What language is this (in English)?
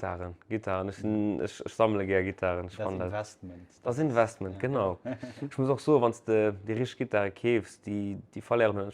Luxembourgish